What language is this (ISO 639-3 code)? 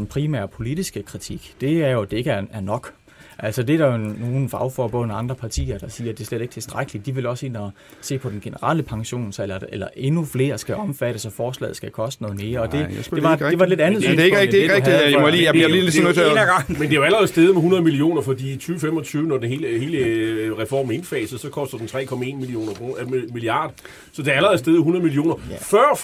dan